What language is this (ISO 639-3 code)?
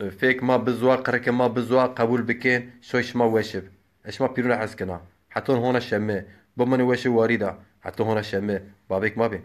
zza